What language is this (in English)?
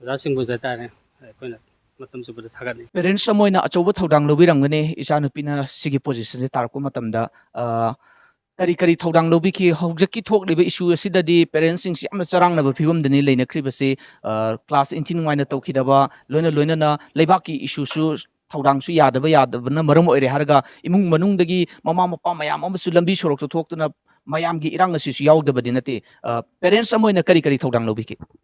Manipuri